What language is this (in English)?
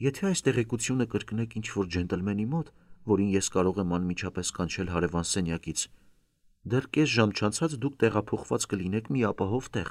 Armenian